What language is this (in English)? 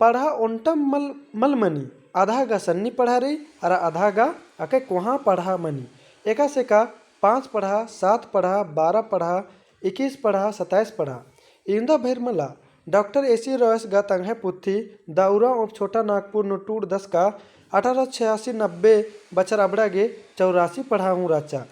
Kurukh